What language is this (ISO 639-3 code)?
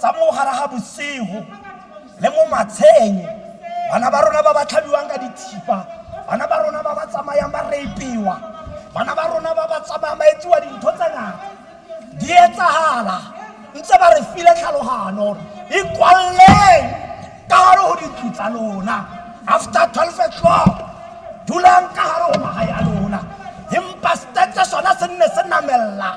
tsn